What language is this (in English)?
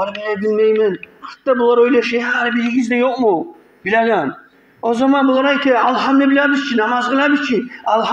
Kumyk